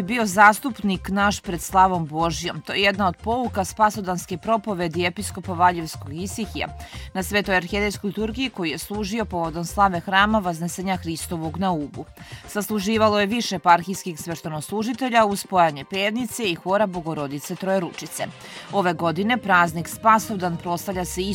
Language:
Serbian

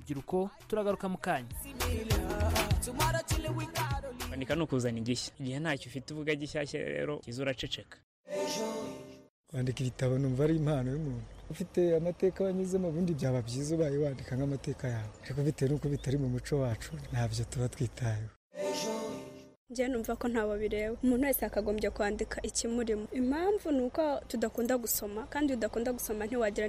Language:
Kinyarwanda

